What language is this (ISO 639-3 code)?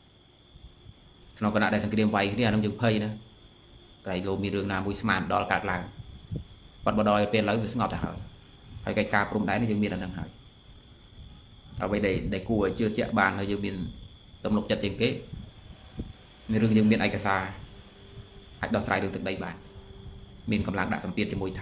khm